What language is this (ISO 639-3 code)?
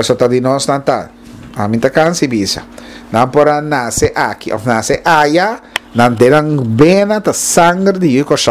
pap